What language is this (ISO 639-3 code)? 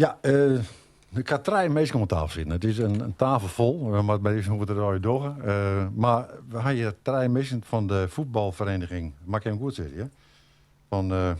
fry